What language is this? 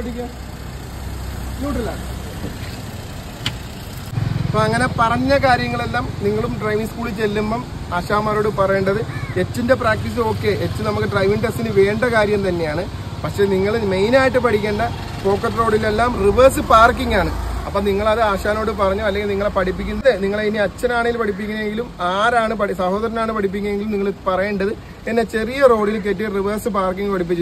Malayalam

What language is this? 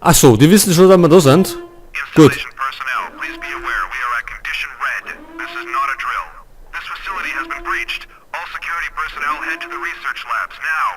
Bavarian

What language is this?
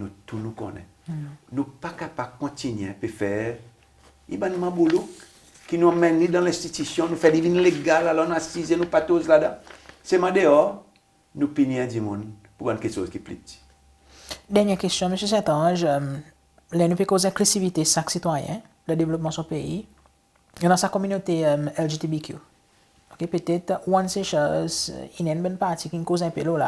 Seselwa Creole French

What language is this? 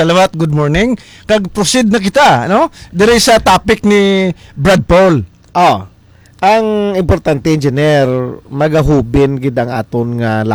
Hiligaynon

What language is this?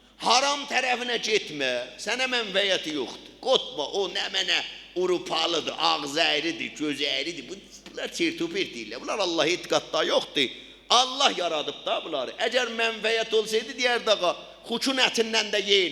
South Azerbaijani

